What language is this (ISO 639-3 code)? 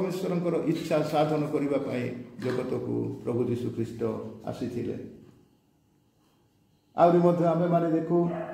ori